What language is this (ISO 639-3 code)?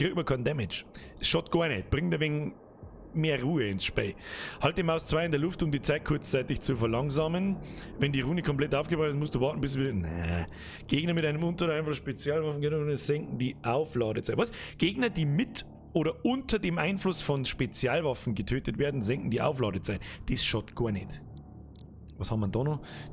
bar